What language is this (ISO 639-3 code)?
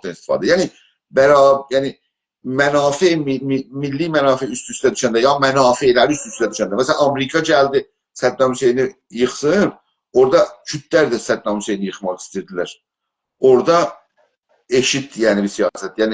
azb